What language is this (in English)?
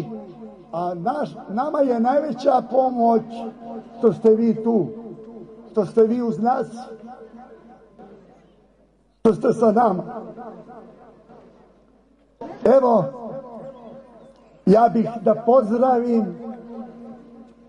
Serbian